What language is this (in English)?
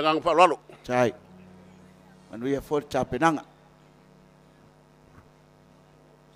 Samoan